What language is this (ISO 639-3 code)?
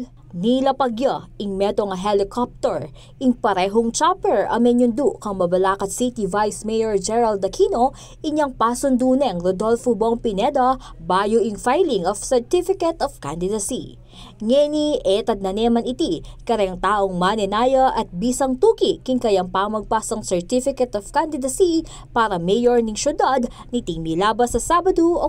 pam